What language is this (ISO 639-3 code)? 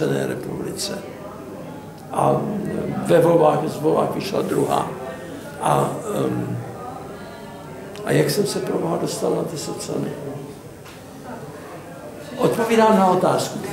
ces